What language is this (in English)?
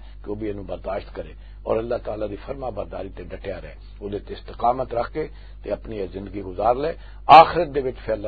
Western Panjabi